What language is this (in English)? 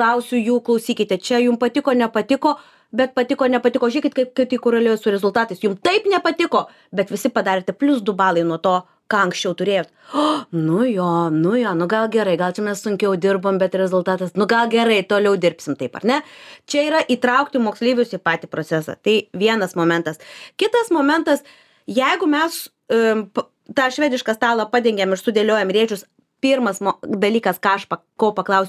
Lithuanian